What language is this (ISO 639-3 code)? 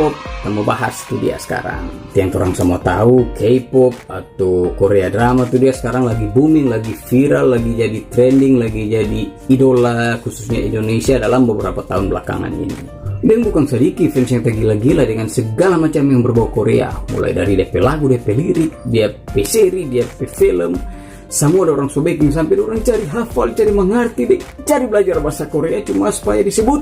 xmm